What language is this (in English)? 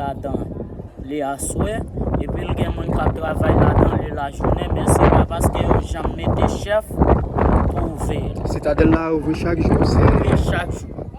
Haitian Creole